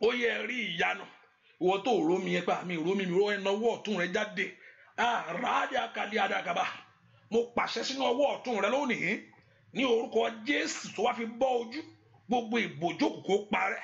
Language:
Yoruba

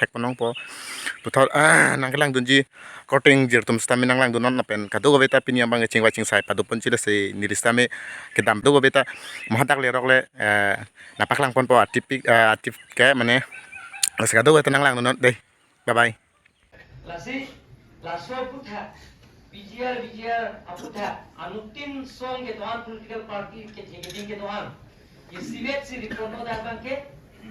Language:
Karbi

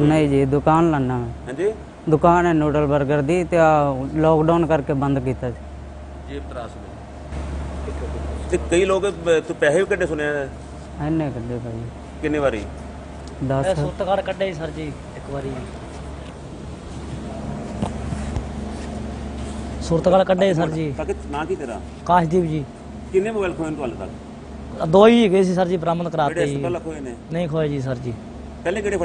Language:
Punjabi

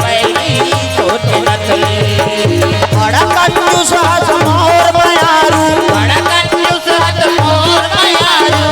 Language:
Chhattisgarhi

